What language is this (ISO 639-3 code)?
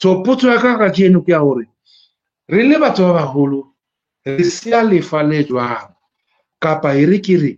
sot